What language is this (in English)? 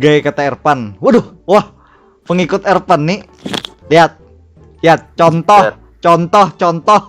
Banjar